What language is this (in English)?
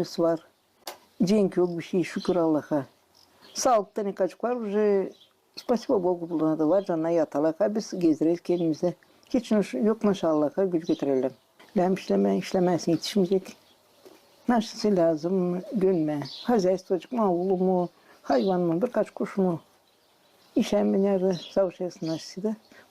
Gagauz